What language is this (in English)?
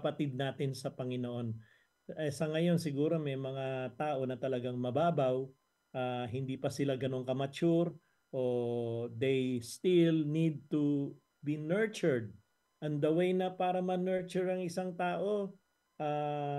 Filipino